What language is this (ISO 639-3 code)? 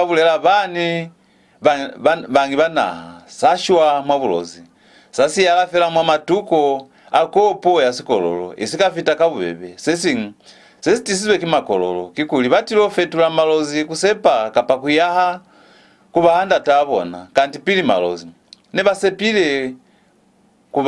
loz